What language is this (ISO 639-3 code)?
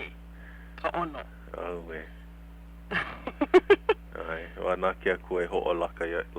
haw